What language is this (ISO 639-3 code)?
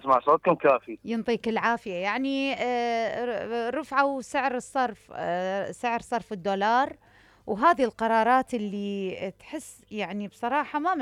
acm